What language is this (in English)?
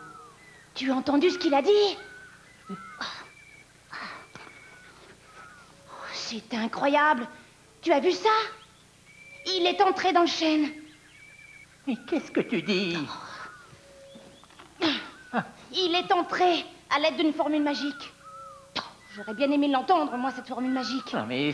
French